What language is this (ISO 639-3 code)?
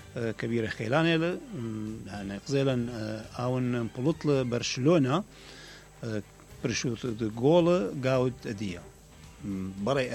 acm